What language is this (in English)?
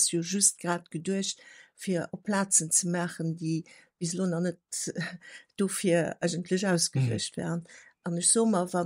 Luxembourgish